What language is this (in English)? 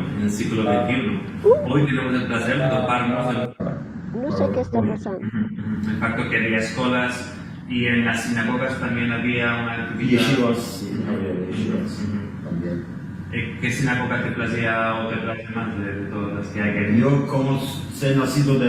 Ladino